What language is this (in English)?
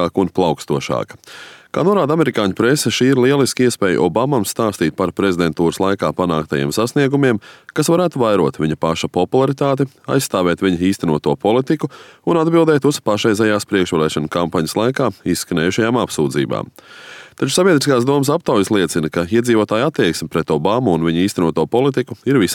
Latvian